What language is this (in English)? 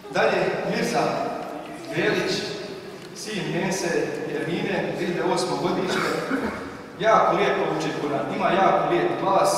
Bosnian